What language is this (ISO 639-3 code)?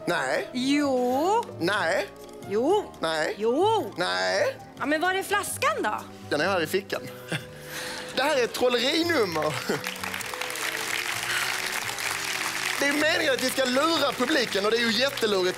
swe